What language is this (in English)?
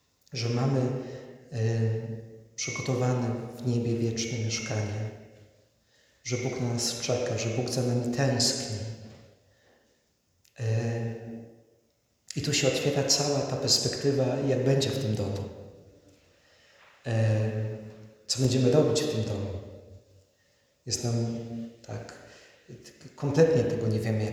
Polish